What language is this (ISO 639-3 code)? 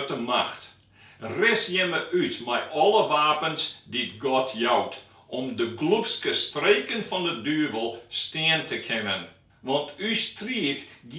fry